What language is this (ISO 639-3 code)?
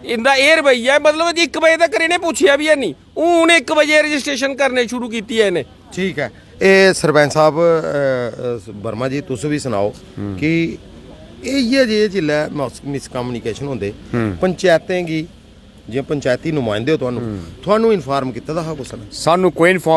doi